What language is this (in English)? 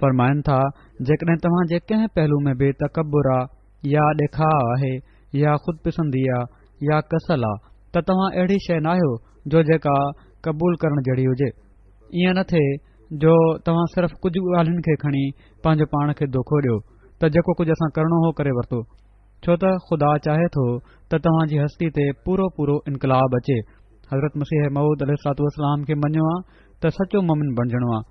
Sindhi